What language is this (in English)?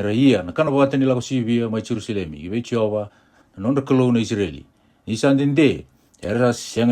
Fijian